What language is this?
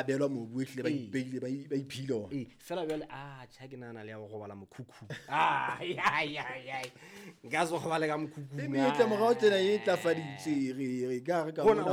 Southern Sotho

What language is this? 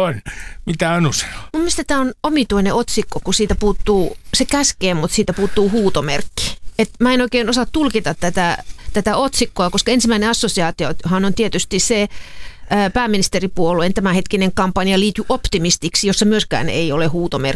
Finnish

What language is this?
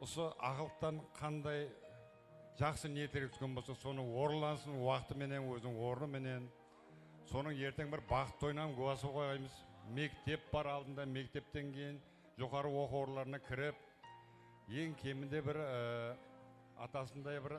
Kara-Kalpak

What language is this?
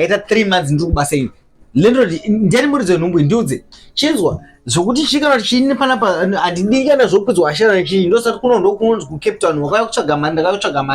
Shona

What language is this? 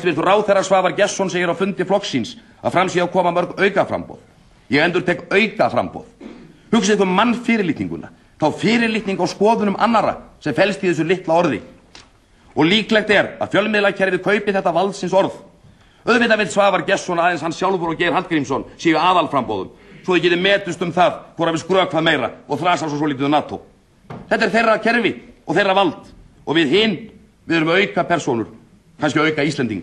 Icelandic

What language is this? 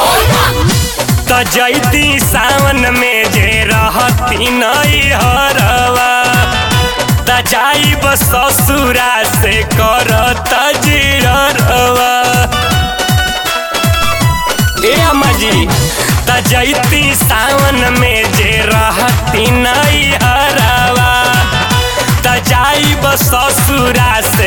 Bhojpuri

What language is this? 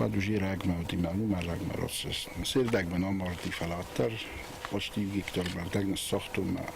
Ossetic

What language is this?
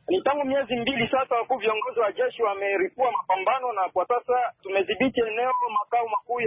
Swahili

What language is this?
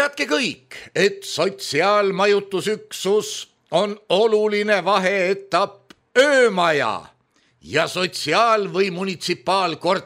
Estonian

